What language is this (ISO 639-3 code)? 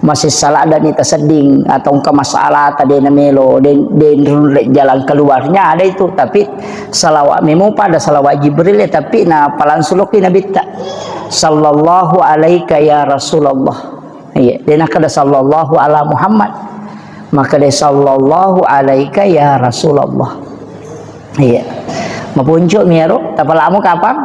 bug